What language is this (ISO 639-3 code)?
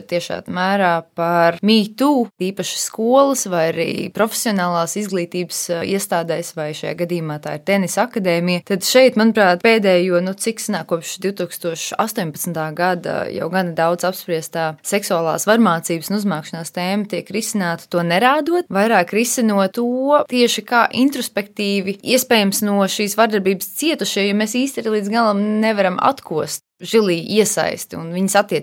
lav